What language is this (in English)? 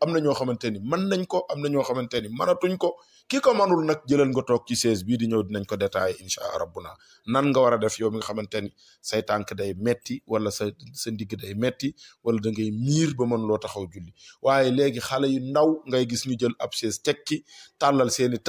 Wolof